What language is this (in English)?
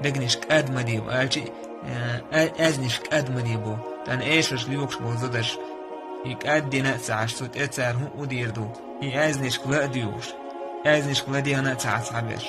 Chechen